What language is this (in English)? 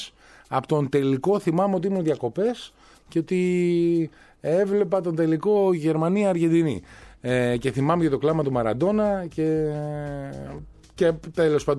Greek